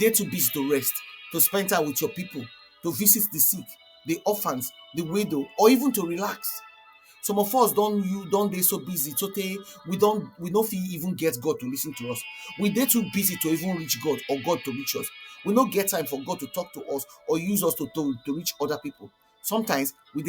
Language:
Nigerian Pidgin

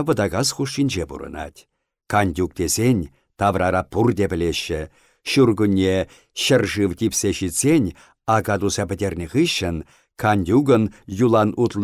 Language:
Chuvash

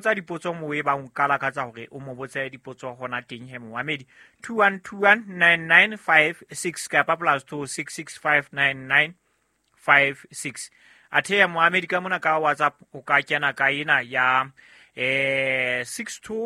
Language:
Southern Sotho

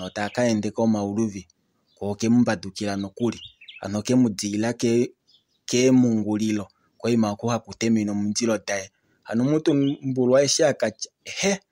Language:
Kuanyama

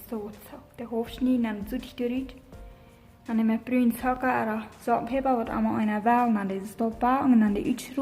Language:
Plautdietsch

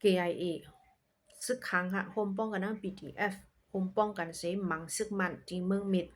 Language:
Shan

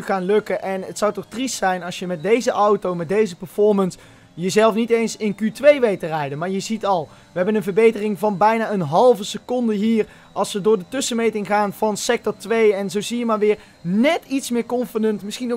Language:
Dutch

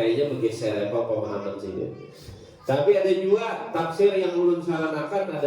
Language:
Banjar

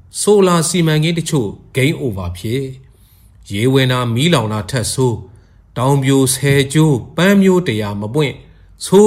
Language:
Burmese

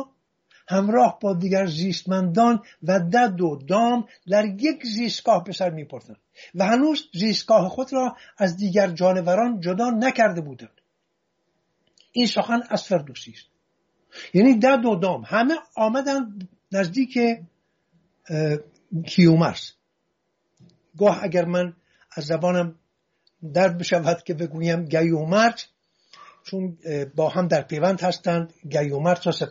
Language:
Persian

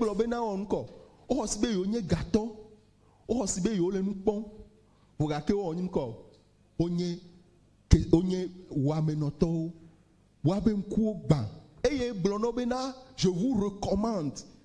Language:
Ewe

